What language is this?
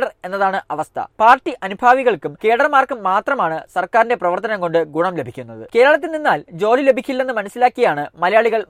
Malayalam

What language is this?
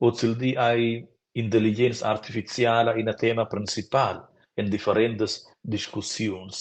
Romansh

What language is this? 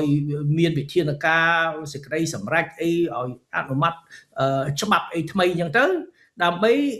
Khmer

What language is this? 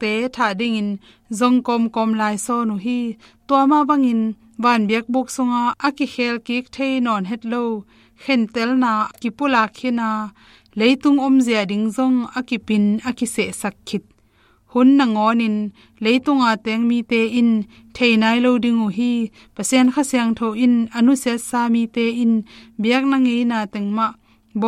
Tedim Chin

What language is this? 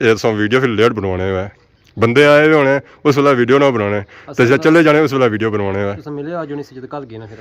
Pahari-Potwari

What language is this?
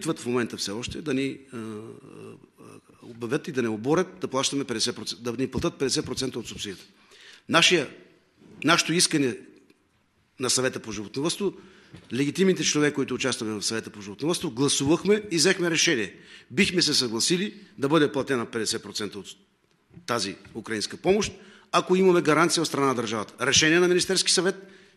Bulgarian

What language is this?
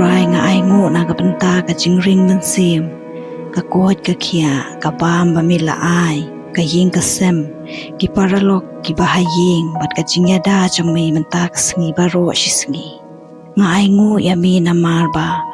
Khasi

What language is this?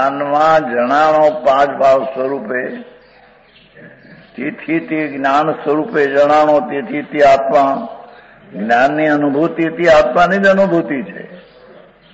Gujarati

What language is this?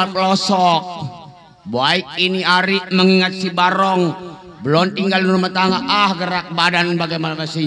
Betawi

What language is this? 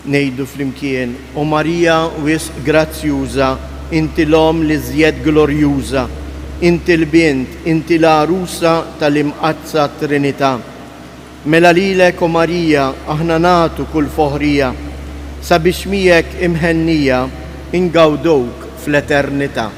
Maltese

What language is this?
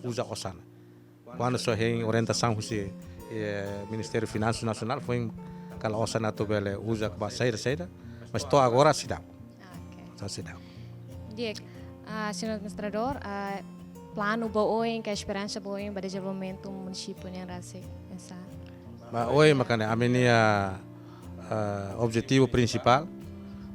Tetum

